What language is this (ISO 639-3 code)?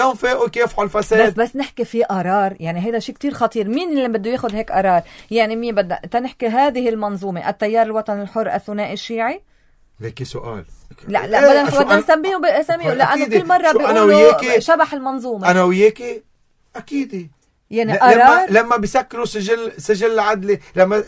apc